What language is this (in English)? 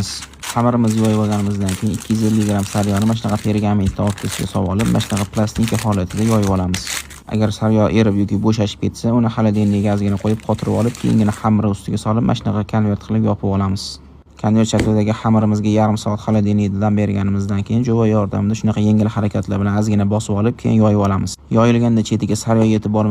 Uzbek